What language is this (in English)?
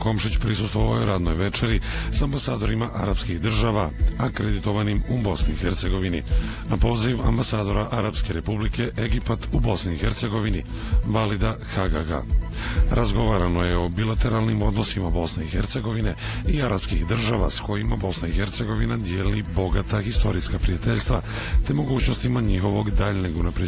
Bosnian